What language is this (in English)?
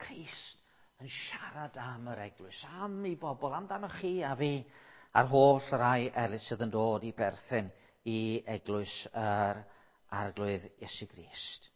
Welsh